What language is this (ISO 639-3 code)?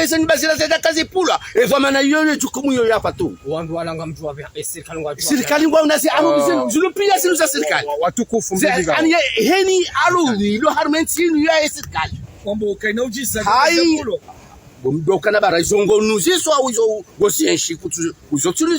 zdj